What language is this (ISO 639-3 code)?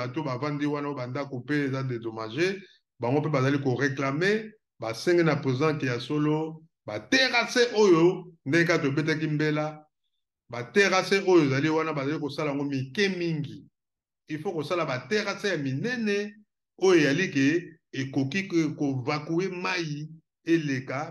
lin